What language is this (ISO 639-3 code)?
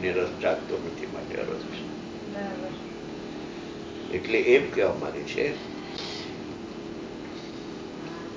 guj